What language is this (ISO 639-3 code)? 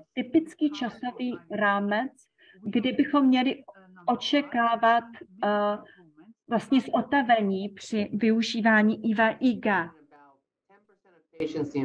ces